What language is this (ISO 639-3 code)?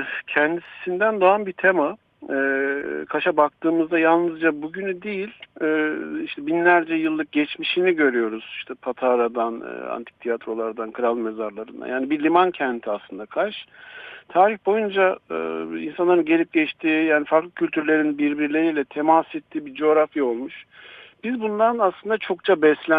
tur